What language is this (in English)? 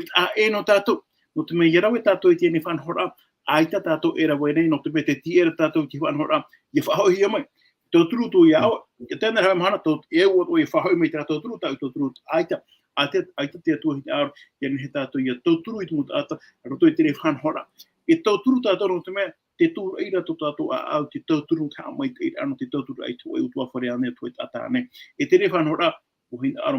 Tahitian